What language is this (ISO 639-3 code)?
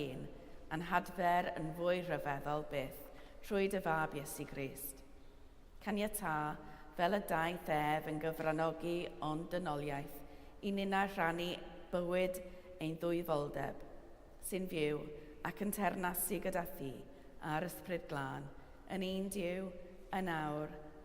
cym